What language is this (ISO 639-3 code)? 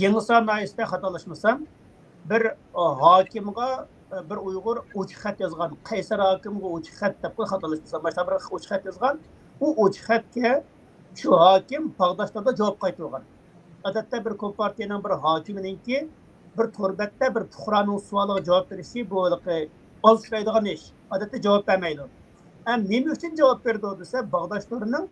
uig